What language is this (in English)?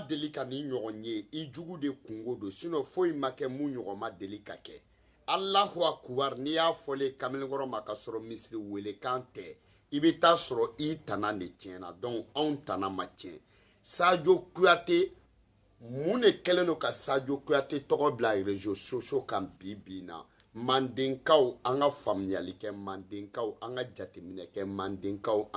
Bambara